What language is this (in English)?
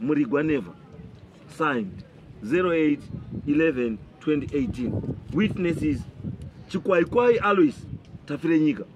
Shona